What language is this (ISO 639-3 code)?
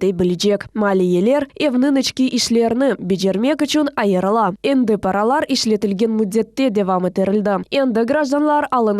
crh